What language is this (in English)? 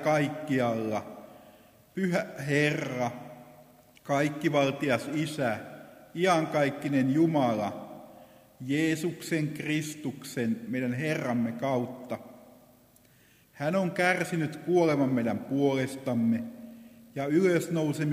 Finnish